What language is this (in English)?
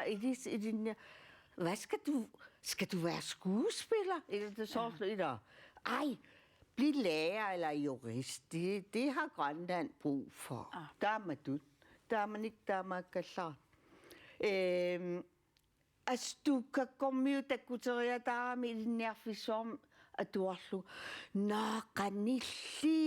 Kalaallisut